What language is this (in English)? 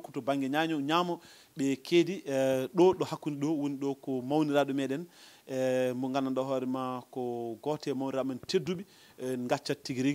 Fula